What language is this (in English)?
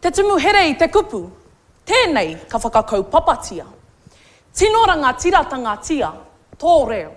Māori